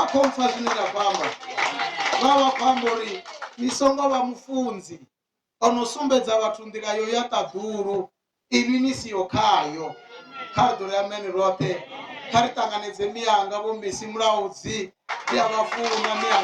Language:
Venda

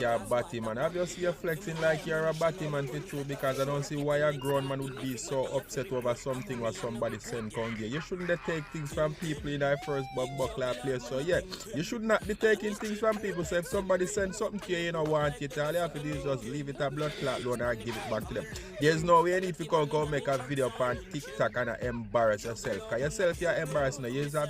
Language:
Jamaican Creole English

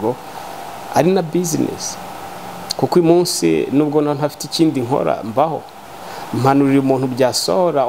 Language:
Kinyarwanda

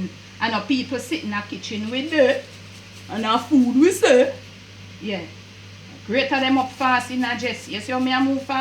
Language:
Jamaican Creole English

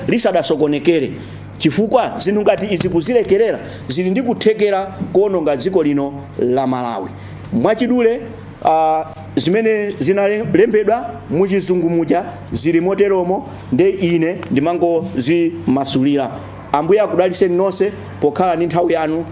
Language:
Nyanja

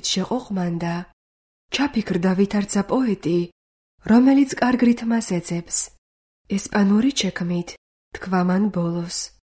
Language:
Georgian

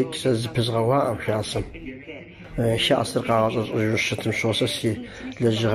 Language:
Kabardian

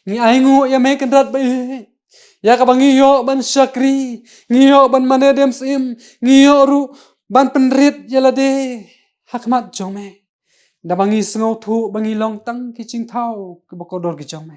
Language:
Khasi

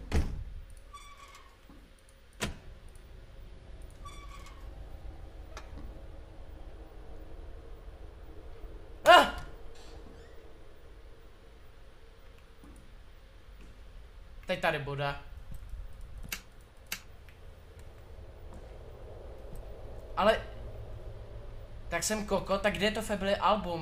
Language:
Czech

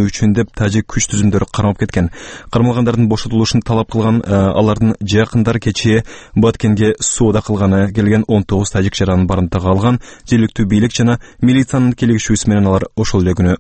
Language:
Kyrgyz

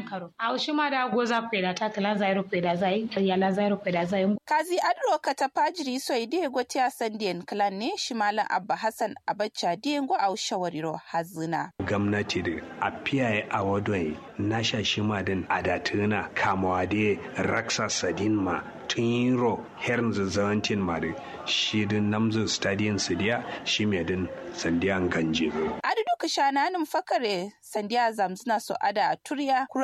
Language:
Kanuri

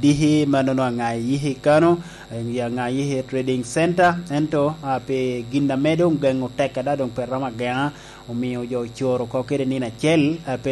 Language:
Lango (Uganda)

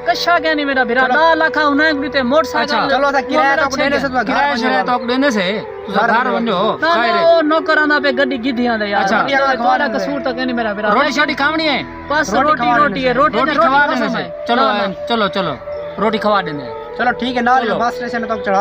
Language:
Saraiki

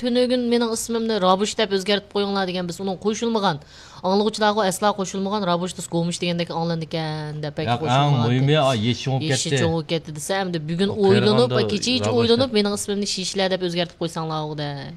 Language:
Uyghur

